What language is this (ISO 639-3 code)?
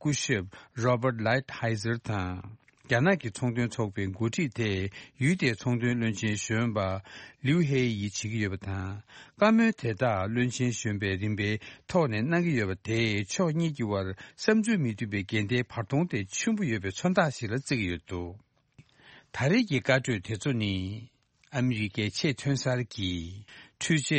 bod